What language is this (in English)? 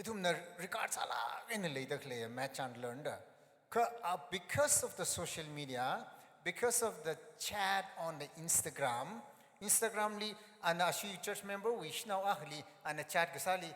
Tangkhul Naga (India)